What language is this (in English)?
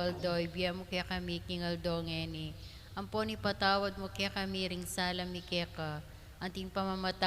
Pampanga